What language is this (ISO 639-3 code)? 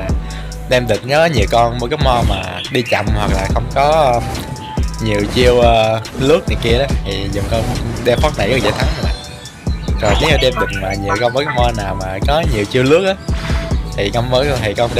vie